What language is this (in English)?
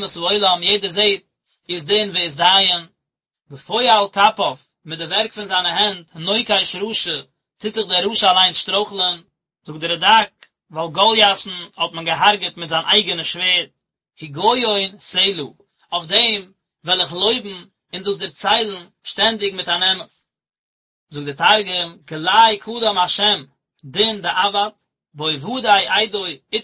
Yiddish